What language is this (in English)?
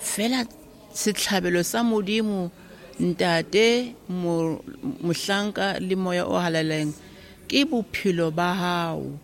Southern Sotho